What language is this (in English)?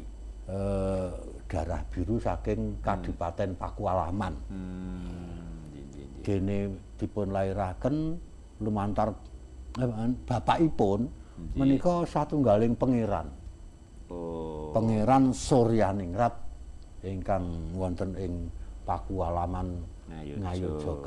Javanese